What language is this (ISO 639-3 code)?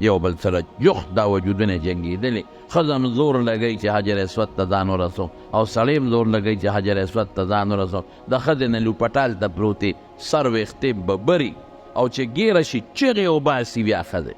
pus